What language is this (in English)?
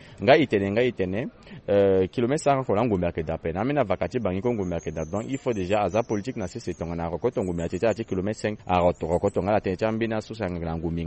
Sango